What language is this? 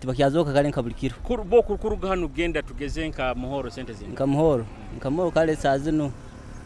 Nyoro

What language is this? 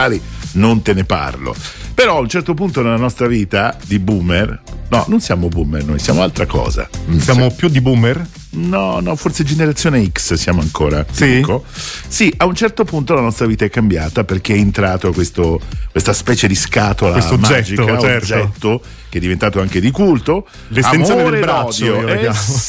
Italian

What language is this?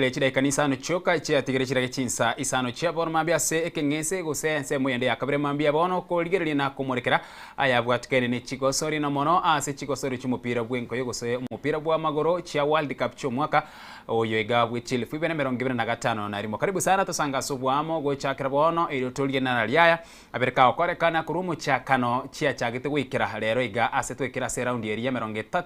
Gusii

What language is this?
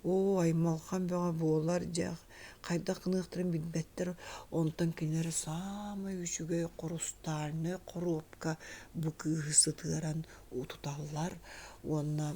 Yakut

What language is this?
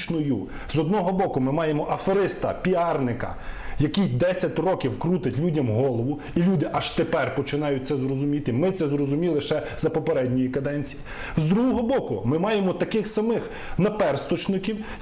Ukrainian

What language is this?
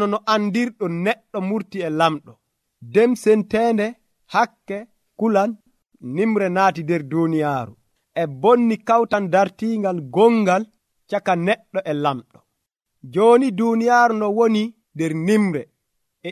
Nigerian Fulfulde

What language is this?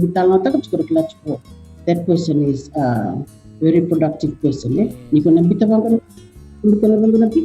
Fijian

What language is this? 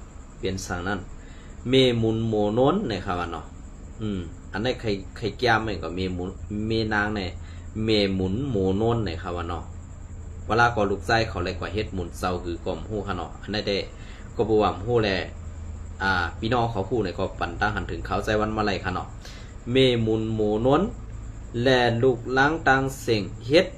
Shan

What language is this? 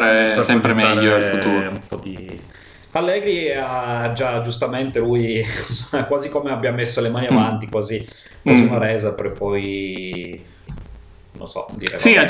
Italian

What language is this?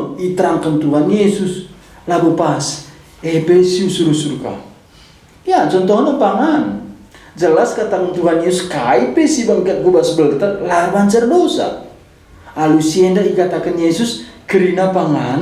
Batak Karo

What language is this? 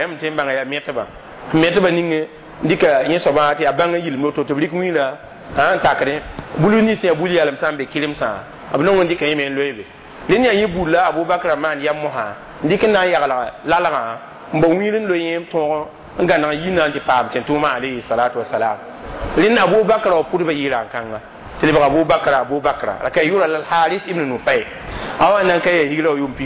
Mossi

